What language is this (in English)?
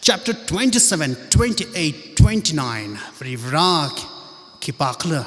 Tangkhul Naga (India)